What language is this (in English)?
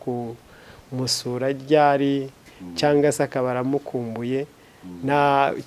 Kinyarwanda